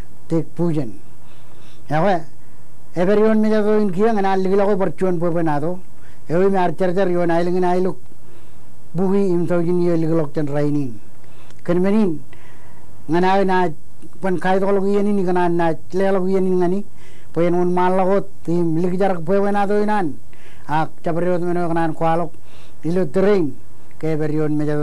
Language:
Marshallese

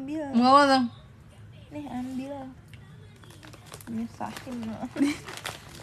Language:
Indonesian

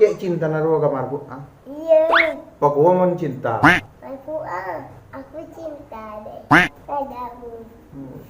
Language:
Madurese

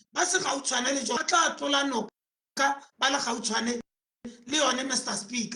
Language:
Tswana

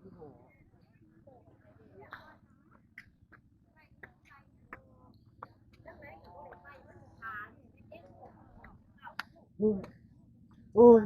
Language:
Northeastern Thai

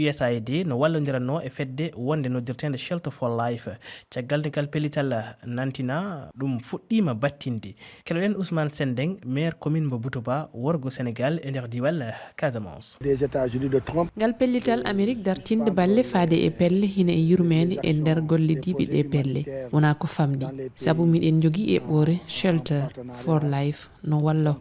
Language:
Fula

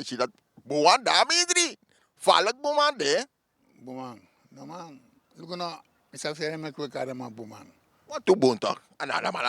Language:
Sranan Tongo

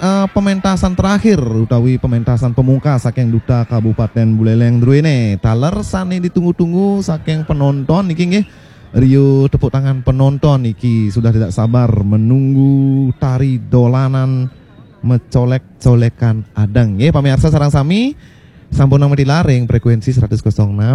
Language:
Balinese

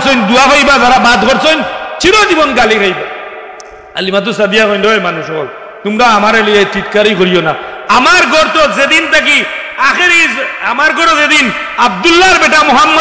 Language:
Sylheti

